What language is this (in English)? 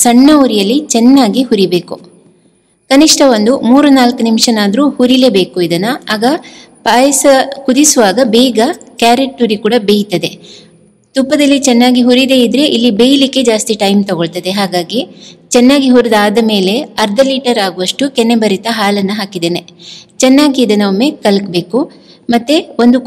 Kannada